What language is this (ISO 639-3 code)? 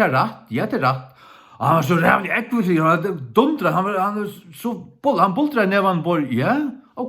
fao